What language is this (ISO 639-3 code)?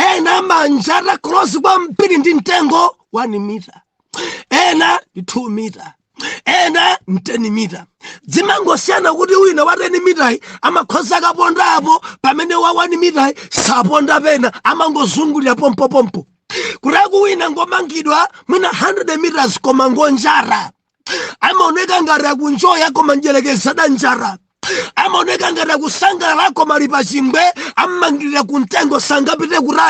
nya